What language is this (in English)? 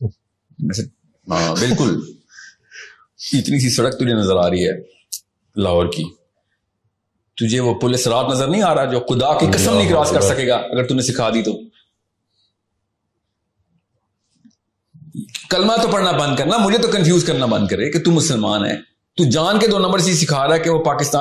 Urdu